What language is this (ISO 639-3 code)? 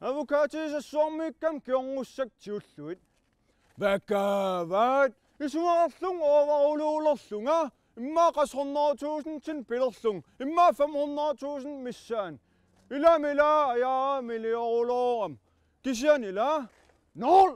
kal